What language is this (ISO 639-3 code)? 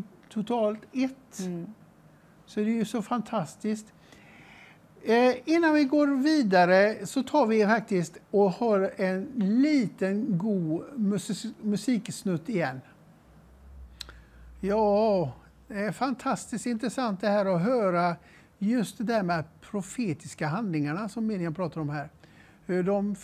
swe